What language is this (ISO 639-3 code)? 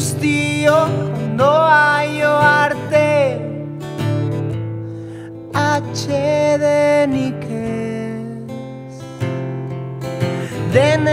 eus